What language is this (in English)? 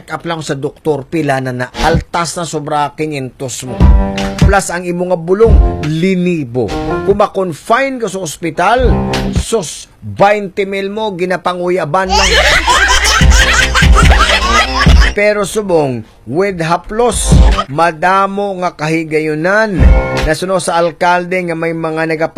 Hiligaynon